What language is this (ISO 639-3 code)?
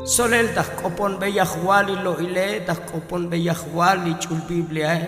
tzo